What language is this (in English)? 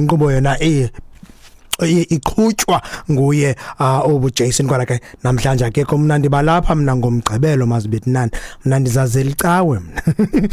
Xhosa